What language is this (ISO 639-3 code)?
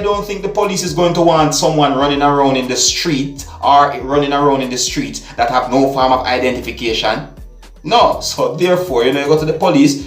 jam